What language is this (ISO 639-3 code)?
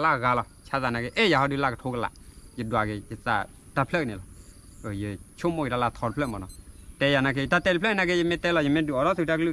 ksw